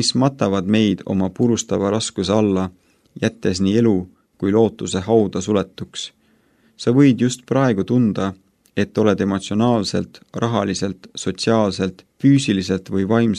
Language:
Estonian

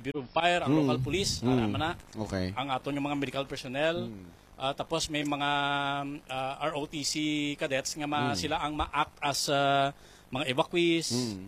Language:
Hiligaynon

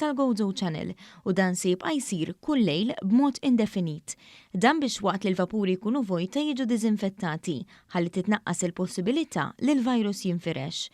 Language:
Maltese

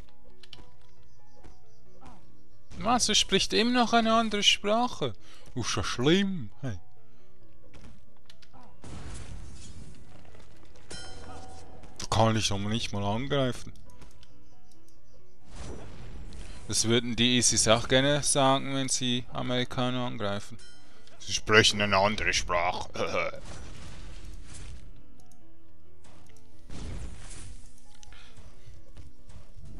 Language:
German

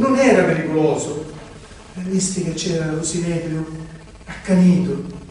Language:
Sicilian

